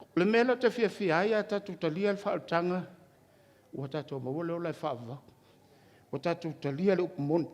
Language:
Samoan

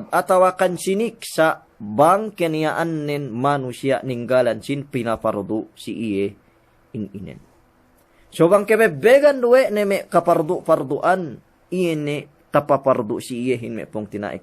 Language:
Yakan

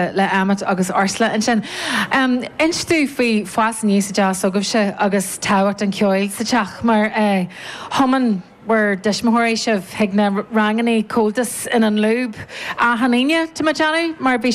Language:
Irish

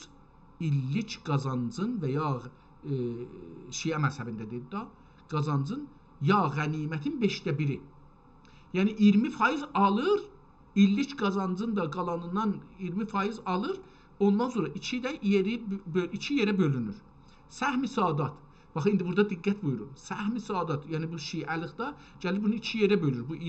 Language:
South Azerbaijani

